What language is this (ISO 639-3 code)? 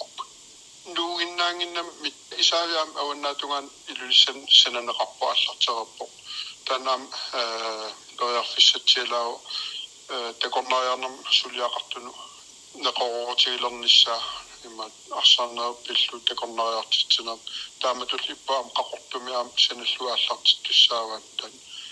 kal